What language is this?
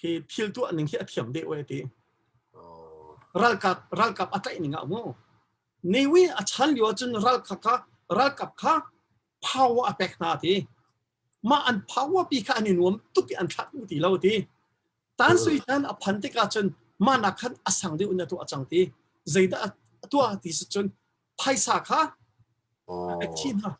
Hakha Chin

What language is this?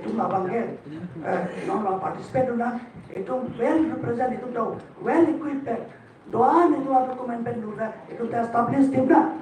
Karbi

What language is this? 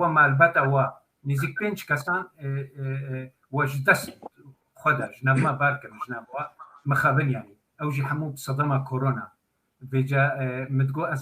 Kurdish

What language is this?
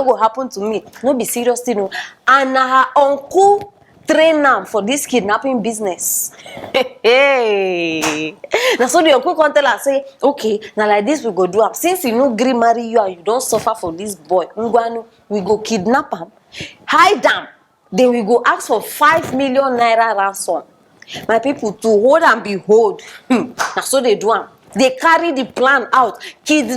Nigerian Pidgin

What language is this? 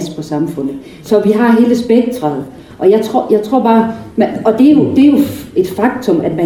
Danish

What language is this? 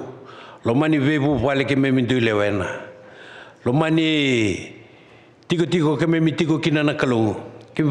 Fijian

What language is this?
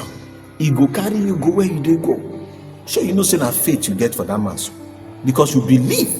Nigerian Pidgin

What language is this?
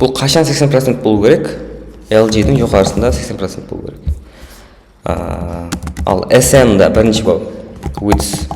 Kara-Kalpak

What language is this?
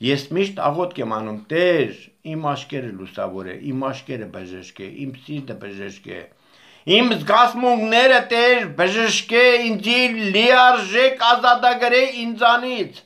Armenian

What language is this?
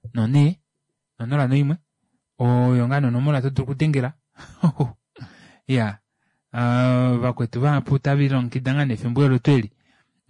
Kuanyama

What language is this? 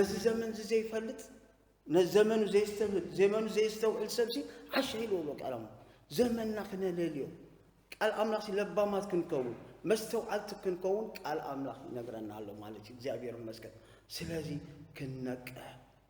Tigrinya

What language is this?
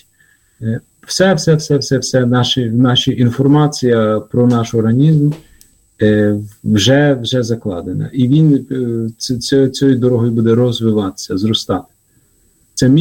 Ukrainian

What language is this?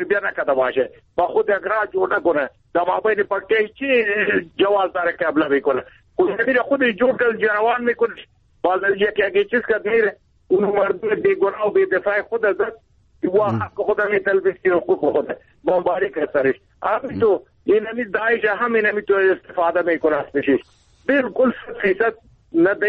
Persian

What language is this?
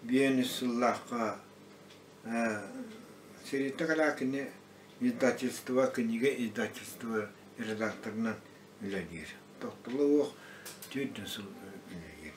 Yakut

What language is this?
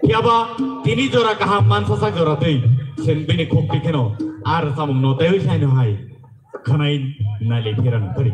Kok Borok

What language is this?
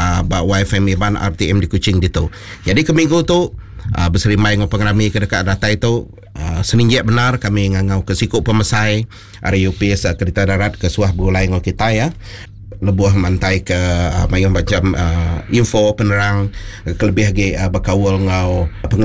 Iban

